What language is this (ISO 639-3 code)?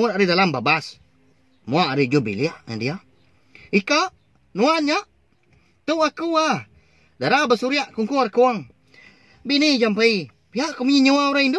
iba